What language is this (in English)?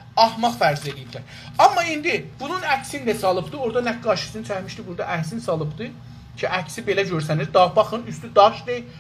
South Azerbaijani